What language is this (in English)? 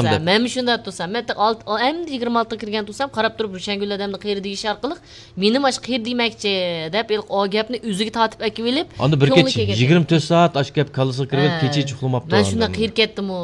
Uyghur